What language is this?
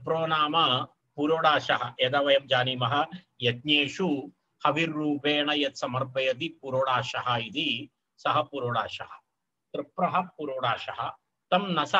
Sanskrit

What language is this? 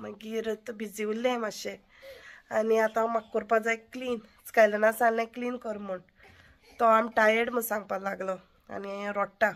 Konkani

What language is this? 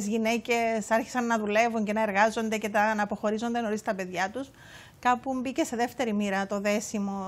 Greek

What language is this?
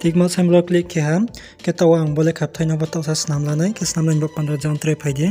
Riang (India)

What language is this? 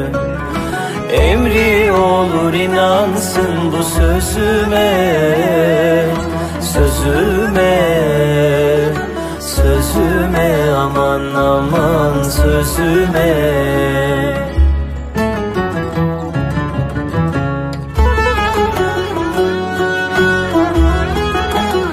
Turkish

